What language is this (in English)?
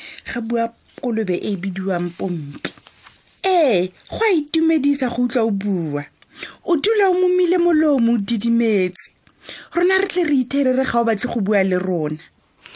Tswana